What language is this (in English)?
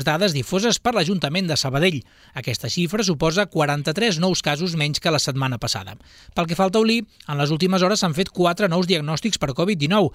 Catalan